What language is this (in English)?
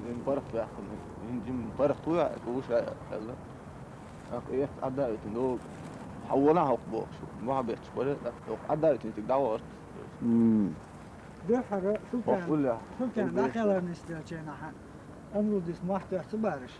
Chechen